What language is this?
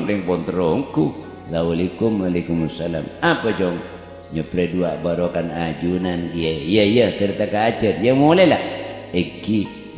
Madurese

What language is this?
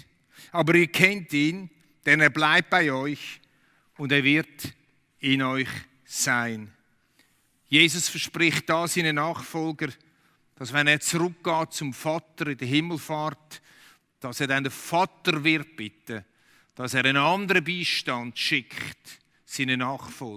Swiss German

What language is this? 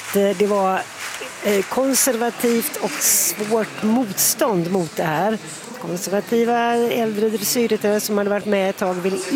Swedish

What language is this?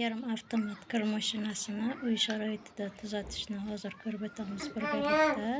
Uzbek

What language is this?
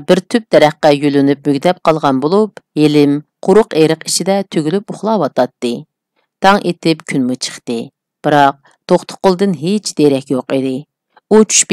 Uyghur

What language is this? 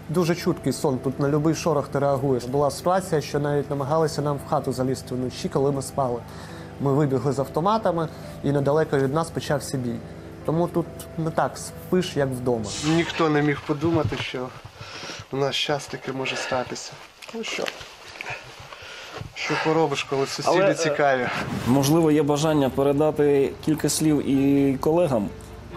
Ukrainian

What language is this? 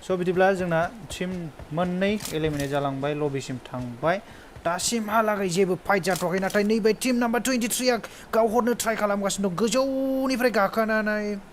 Bodo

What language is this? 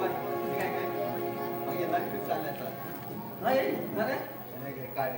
Konkani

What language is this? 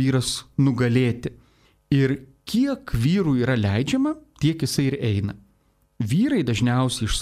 Lithuanian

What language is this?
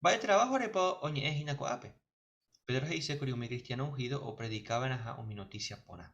Guarani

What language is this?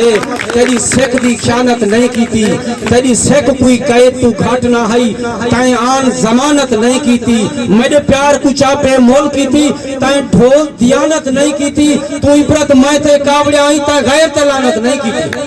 Saraiki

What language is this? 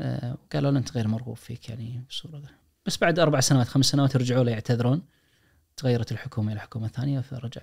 Najdi Arabic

